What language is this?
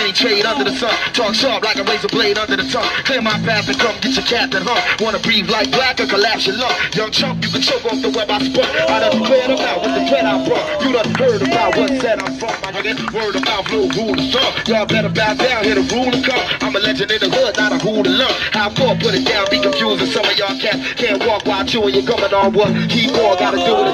English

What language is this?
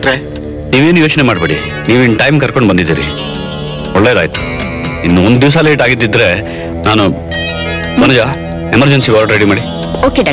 Kannada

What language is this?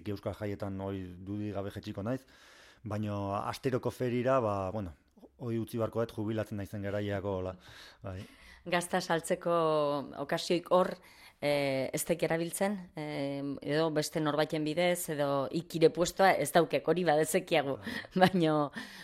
Basque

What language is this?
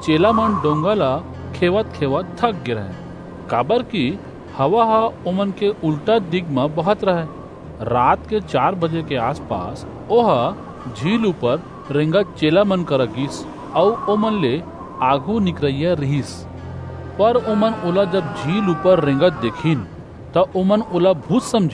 Chhattisgarhi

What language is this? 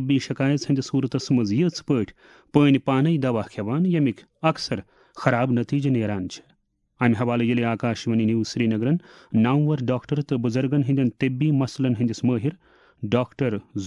Kashmiri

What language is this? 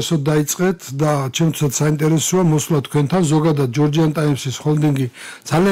Georgian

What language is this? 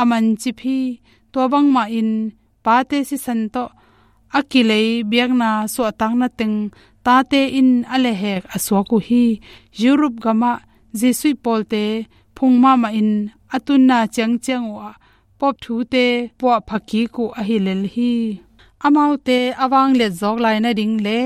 Tedim Chin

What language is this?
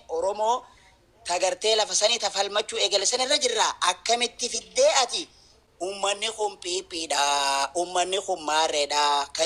Oromo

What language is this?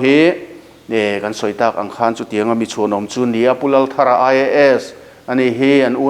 Mizo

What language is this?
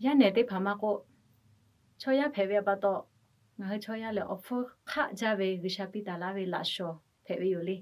Lahu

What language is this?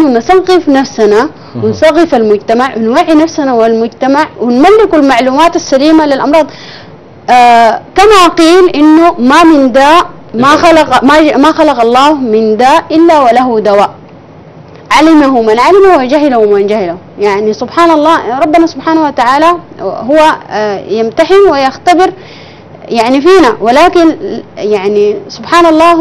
Arabic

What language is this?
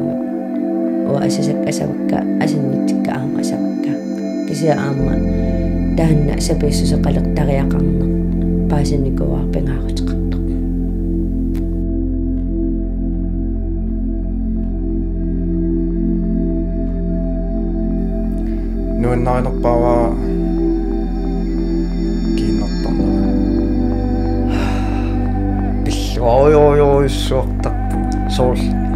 Kalaallisut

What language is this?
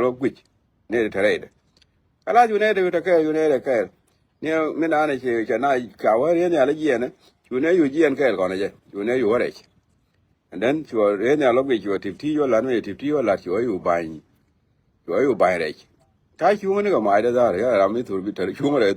Nuer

